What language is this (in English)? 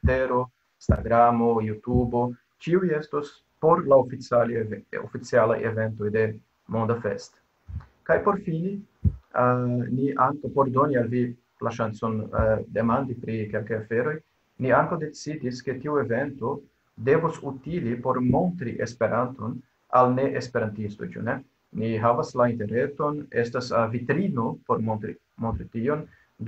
Esperanto